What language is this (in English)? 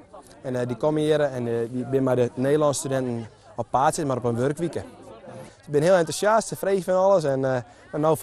Western Frisian